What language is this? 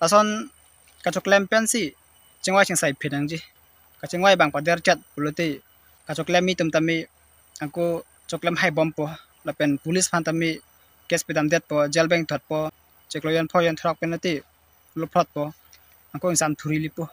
Karbi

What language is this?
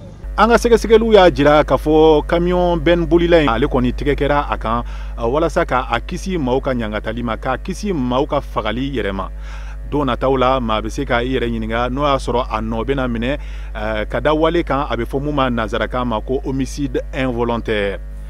Bambara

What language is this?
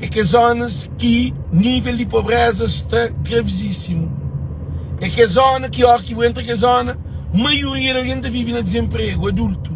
Kabuverdianu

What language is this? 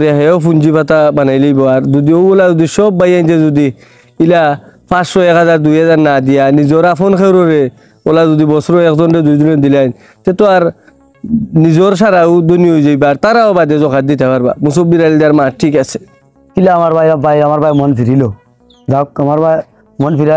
Sylheti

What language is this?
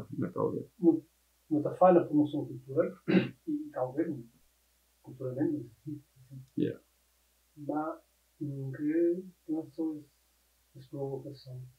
Kabuverdianu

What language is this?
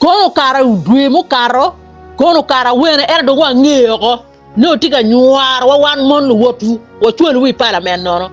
Acoli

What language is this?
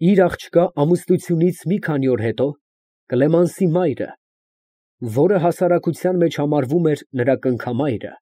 Armenian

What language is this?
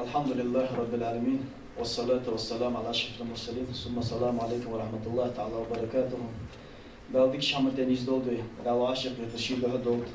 Ingush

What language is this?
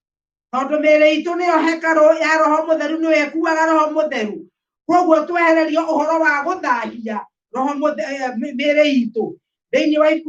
Kikuyu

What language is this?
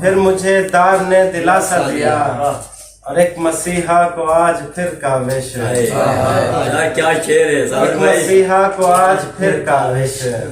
Saraiki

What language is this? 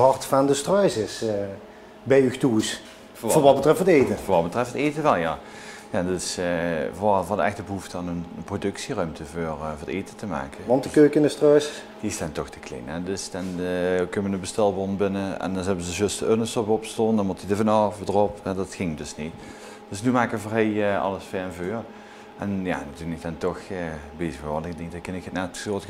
Limburgish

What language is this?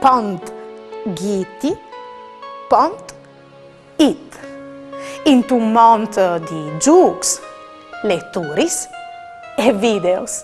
Friulian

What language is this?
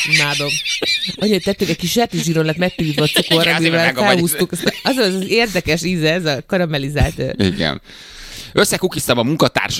Hungarian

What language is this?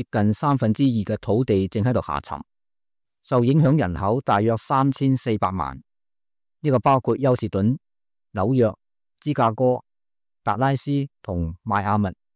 Cantonese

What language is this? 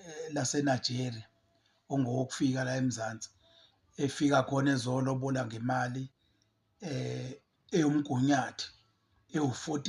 Zulu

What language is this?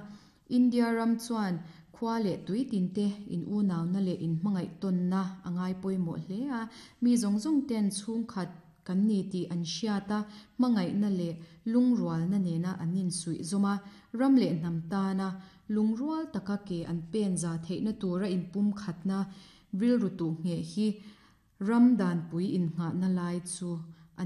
Mizo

